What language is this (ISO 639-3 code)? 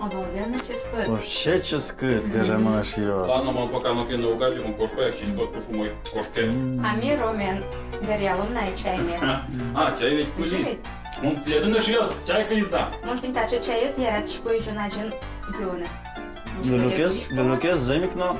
udm